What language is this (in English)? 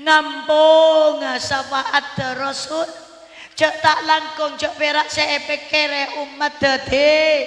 Madurese